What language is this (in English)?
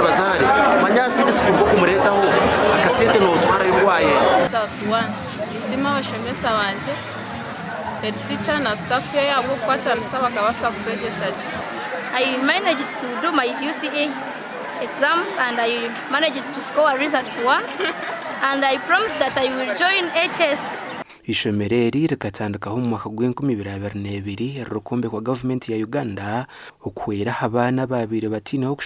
Nyankole